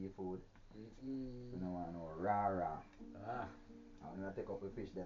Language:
Jamaican Creole English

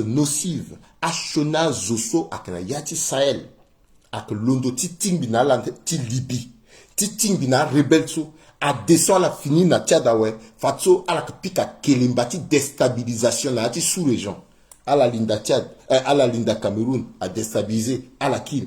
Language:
Sango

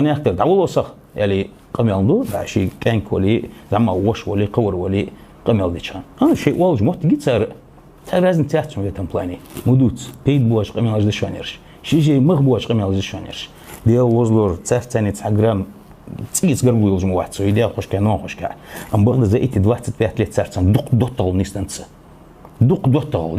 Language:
Ingush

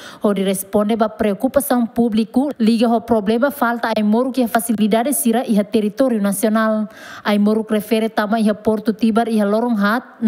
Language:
Tetum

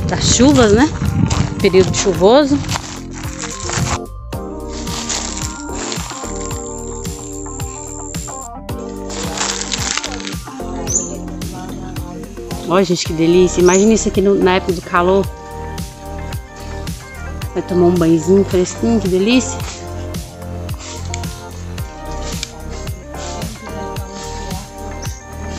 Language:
Portuguese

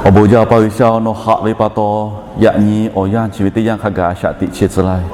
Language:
Lahu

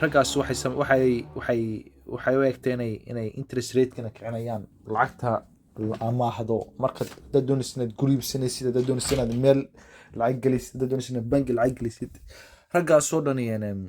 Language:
Somali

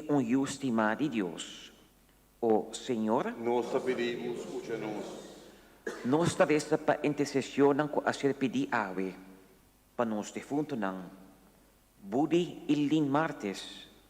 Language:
Papiamento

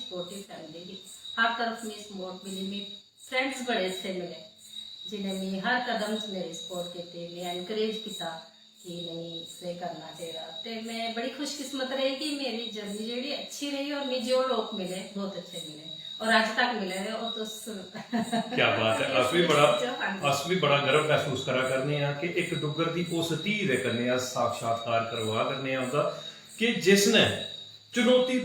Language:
Dogri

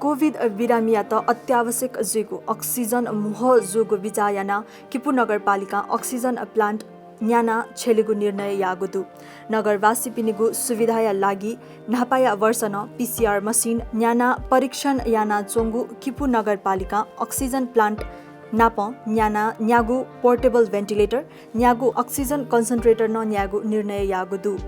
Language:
Newari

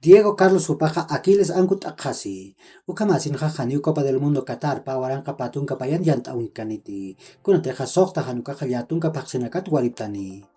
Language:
Aymara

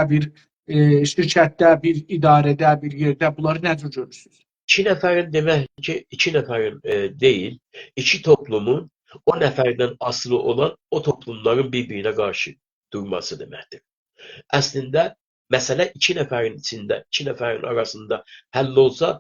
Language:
South Azerbaijani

